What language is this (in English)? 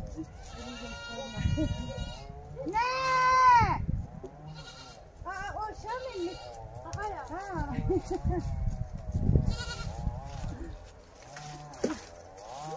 Turkish